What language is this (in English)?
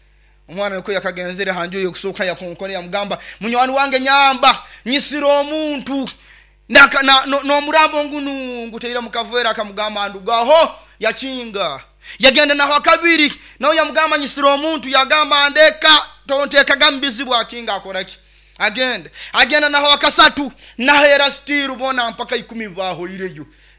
Nyoro